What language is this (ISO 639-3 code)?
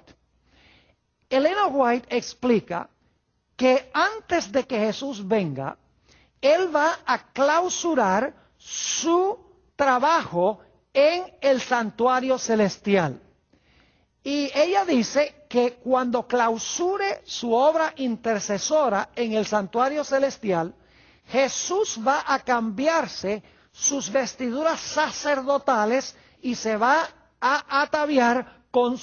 spa